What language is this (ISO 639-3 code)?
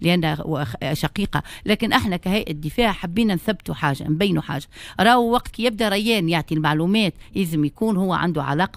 aeb